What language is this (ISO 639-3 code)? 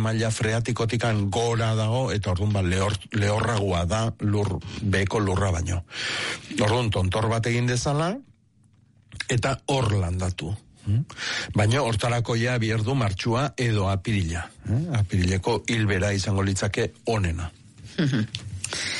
eus